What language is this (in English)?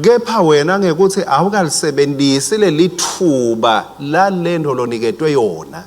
Swati